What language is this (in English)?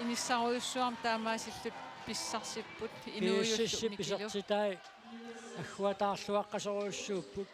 Kalaallisut